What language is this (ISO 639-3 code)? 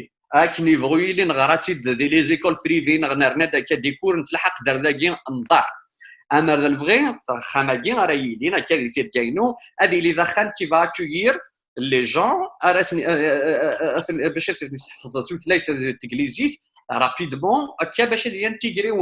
kab